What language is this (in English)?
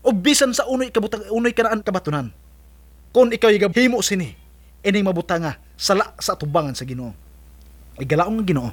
Cebuano